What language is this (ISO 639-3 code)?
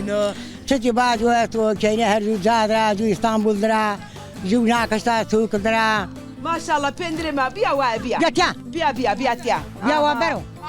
zza